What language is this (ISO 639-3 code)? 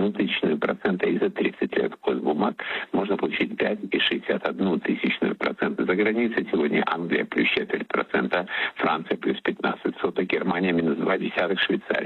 rus